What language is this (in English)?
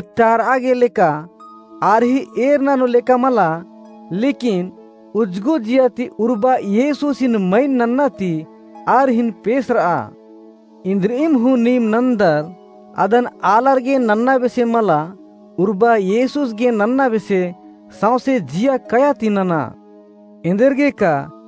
Kurukh